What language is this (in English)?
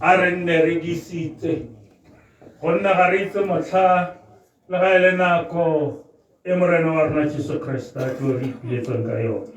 Tswana